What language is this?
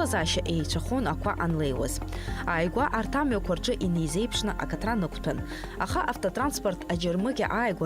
Abkhazian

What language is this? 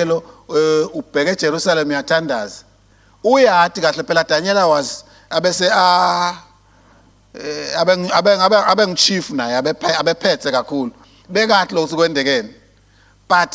Swati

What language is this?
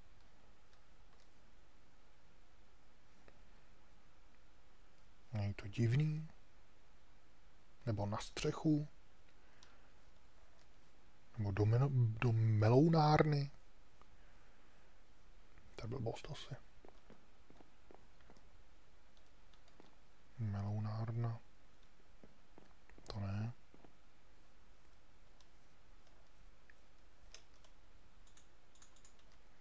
Czech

